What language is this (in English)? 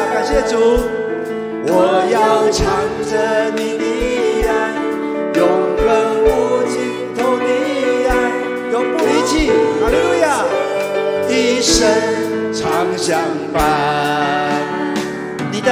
Chinese